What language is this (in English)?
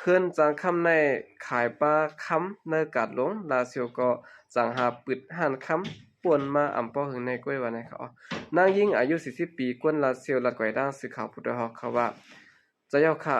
Shan